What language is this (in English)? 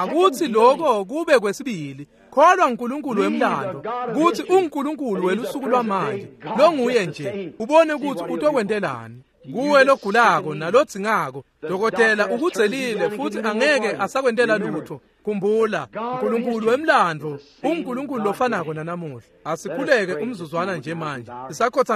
Swati